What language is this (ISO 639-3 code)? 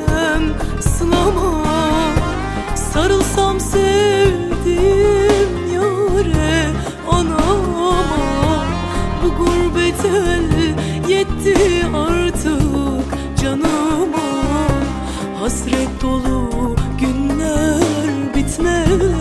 tur